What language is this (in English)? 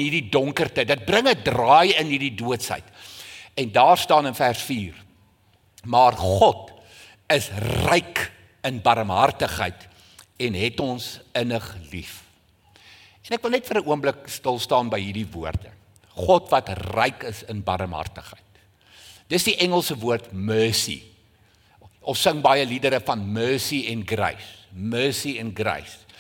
Afrikaans